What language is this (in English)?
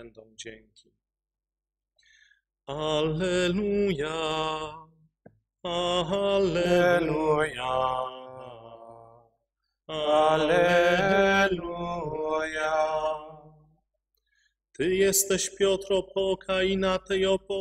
Polish